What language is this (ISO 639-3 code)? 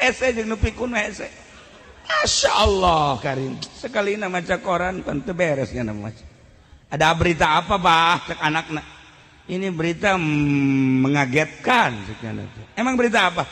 sun